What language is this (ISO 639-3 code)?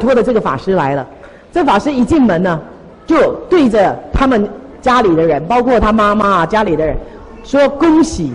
zho